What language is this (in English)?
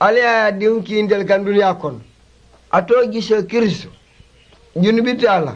Mandingo